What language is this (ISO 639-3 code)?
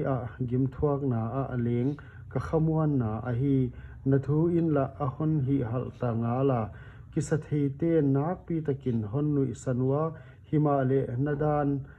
pck